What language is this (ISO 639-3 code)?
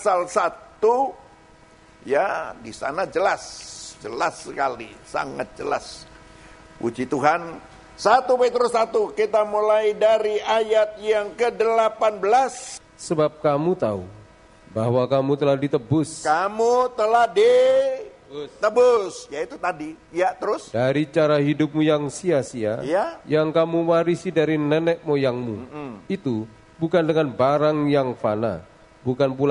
ind